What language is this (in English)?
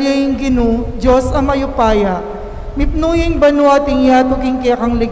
Pampanga